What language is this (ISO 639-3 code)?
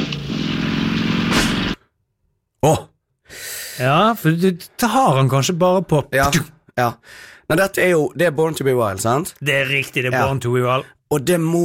nor